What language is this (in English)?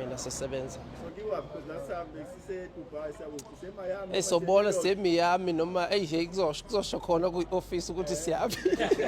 Zulu